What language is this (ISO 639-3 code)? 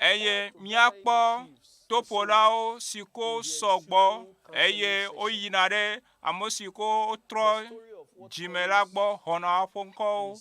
ewe